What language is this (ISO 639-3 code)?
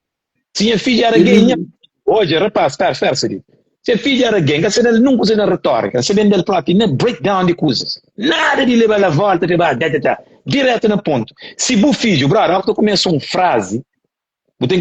kea